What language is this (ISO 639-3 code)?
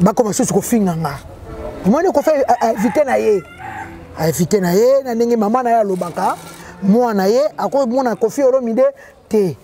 lin